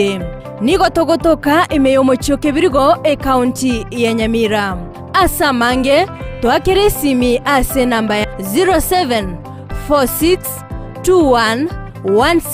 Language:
Gusii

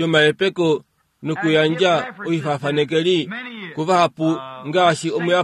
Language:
Kuanyama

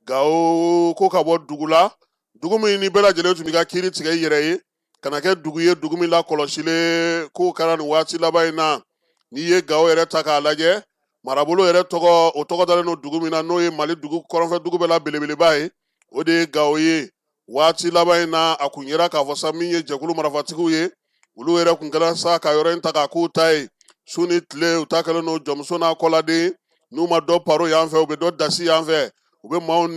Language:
Bambara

